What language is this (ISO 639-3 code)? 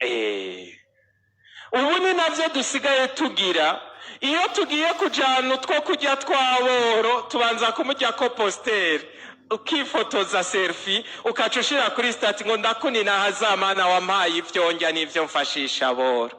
run